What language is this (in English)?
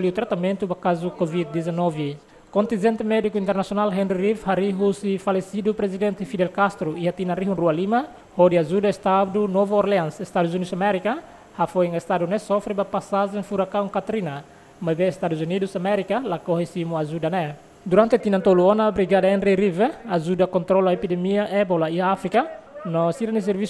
Tetum